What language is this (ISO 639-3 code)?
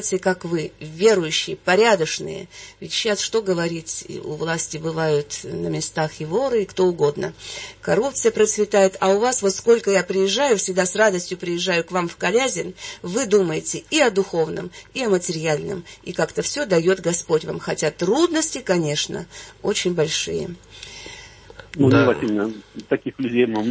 rus